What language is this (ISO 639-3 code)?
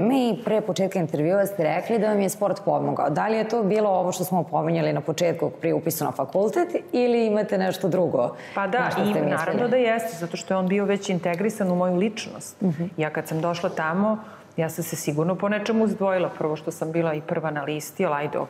srp